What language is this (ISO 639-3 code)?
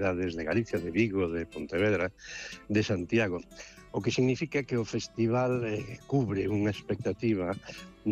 glg